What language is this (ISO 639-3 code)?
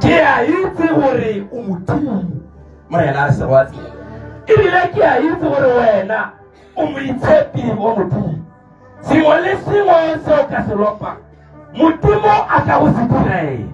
tsn